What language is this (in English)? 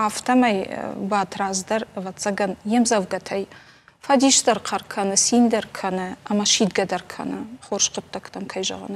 Ossetic